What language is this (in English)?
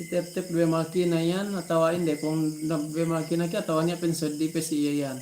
Yakan